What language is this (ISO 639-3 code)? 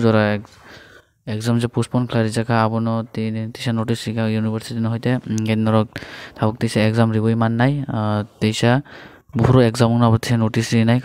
trp